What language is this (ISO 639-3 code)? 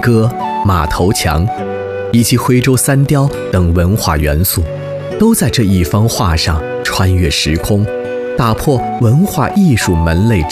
zho